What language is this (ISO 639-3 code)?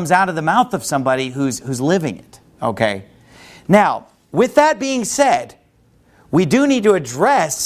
eng